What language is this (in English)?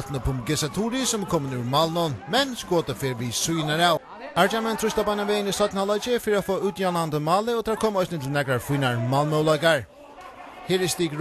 Faroese